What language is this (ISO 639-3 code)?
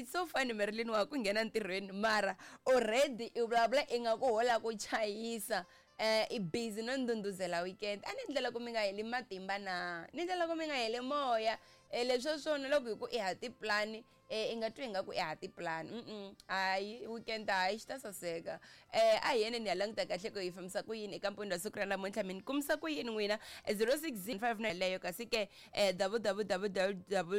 tso